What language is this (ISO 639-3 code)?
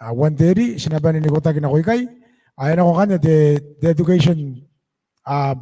gil